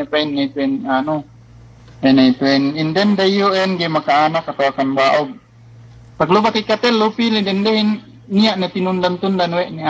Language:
Yakan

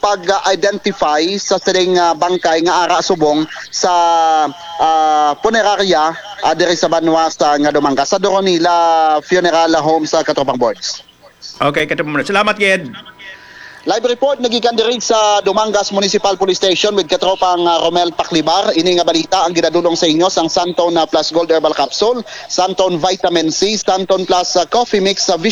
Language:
Hiligaynon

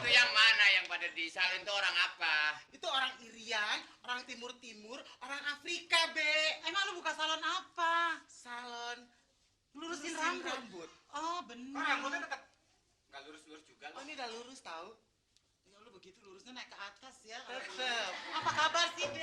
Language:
Betawi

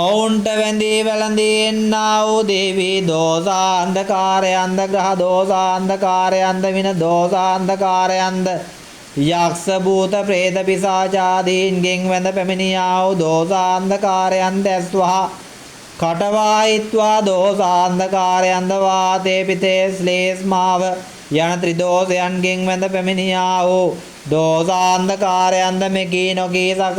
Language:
Sinhala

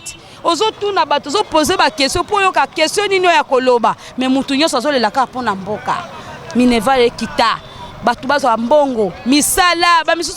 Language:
Lingala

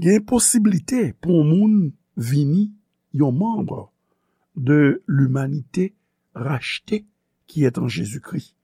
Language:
Haitian Creole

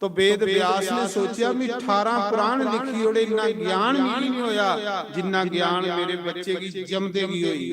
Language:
Dogri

